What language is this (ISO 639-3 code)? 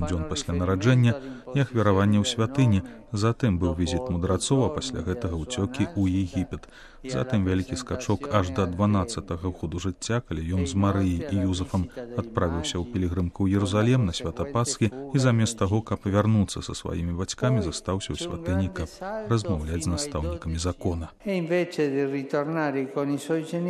bel